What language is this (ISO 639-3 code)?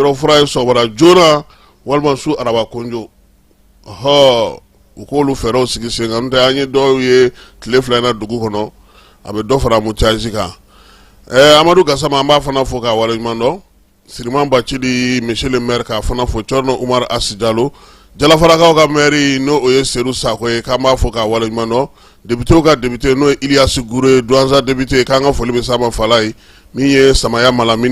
bam